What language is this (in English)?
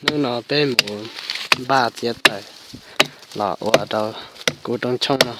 Hmong